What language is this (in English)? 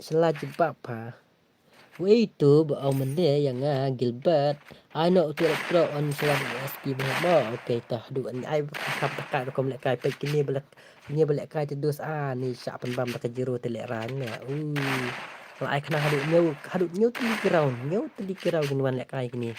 Khasi